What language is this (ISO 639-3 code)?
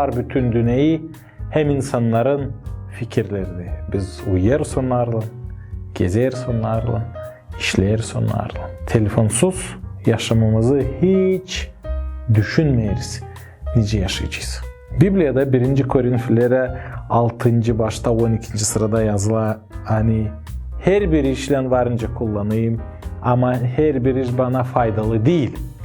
gag